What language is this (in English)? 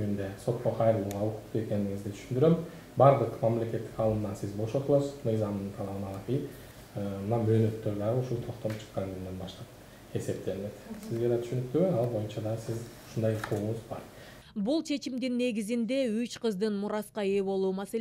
Kyrgyz